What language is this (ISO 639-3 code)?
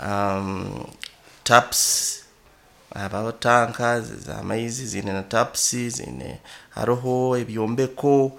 nyo